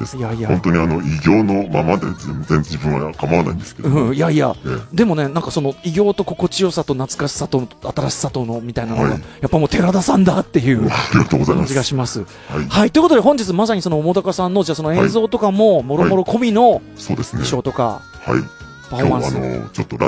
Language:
Japanese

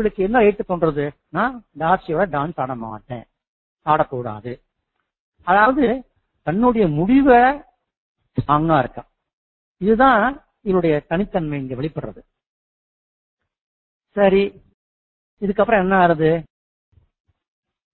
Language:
Tamil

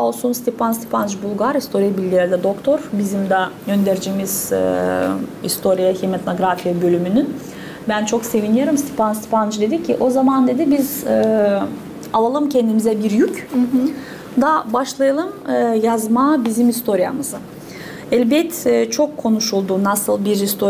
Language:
Gagauz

